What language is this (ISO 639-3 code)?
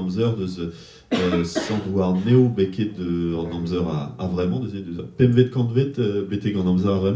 bre